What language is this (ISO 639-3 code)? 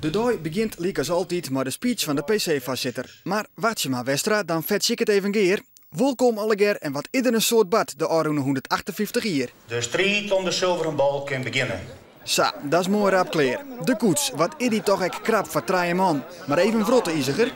fry